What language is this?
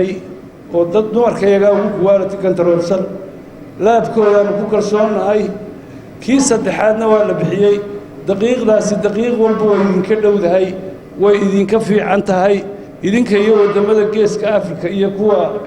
Somali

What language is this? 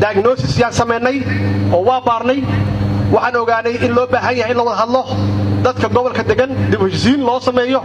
Somali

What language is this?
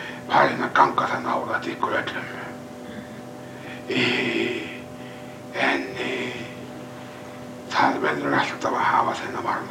Icelandic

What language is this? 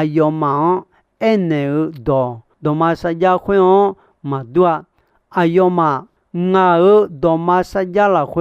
Akha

